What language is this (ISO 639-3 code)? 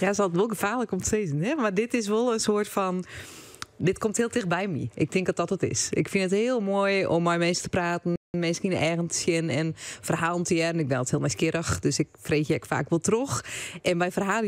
fry